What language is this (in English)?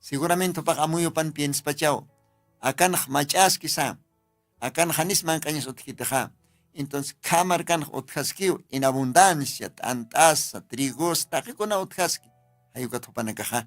Aymara